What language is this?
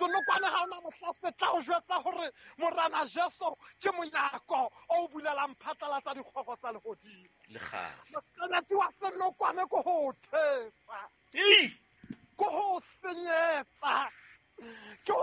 Southern Sotho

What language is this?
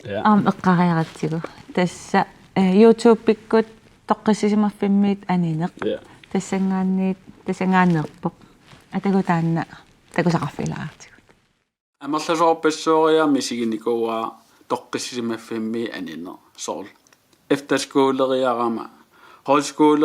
Kalaallisut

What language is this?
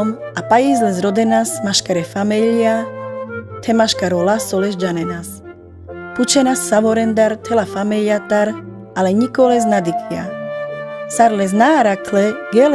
Carpathian Romani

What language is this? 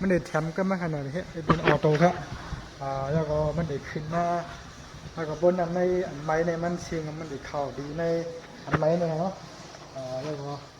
Shan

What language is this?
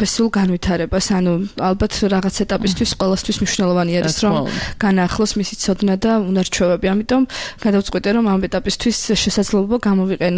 Georgian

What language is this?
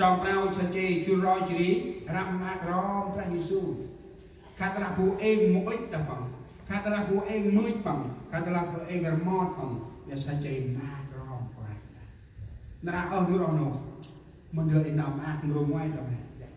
Central Mnong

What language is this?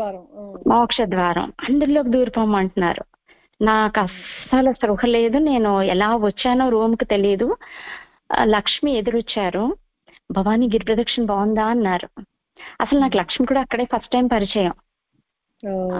Telugu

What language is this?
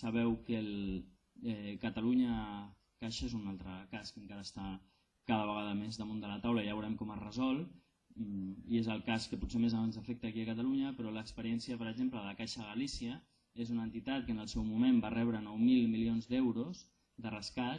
Catalan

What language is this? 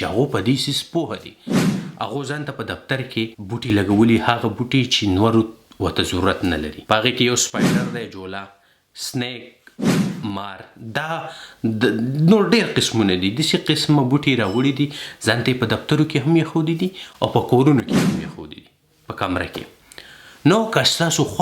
Pashto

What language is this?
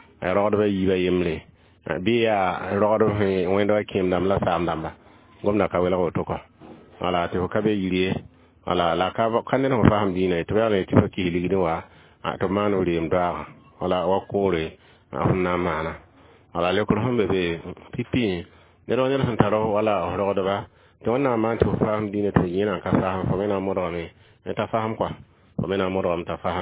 Mossi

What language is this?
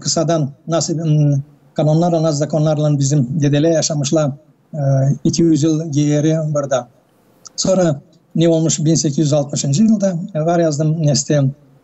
Gagauz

